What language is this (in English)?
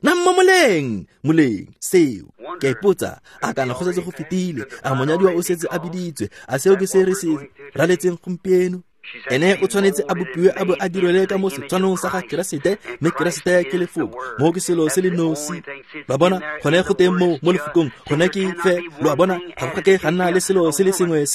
Tswana